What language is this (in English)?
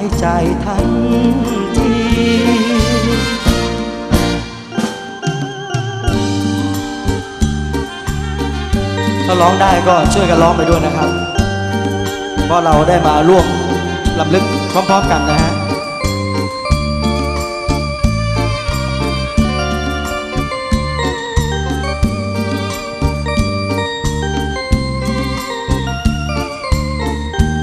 Thai